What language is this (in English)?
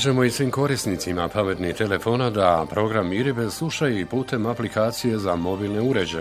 Bosnian